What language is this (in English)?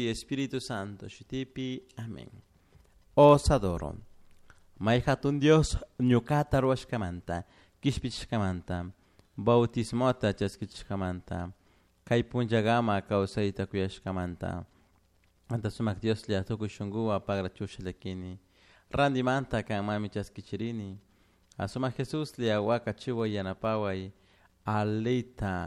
Chimborazo Highland Quichua